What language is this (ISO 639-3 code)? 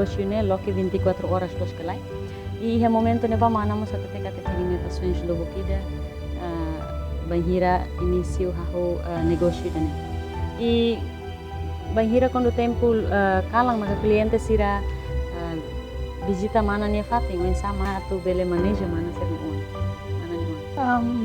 tet